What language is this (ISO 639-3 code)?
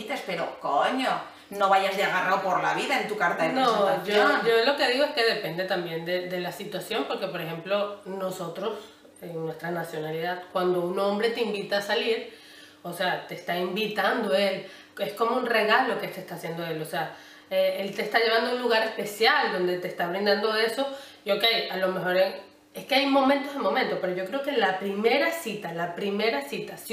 spa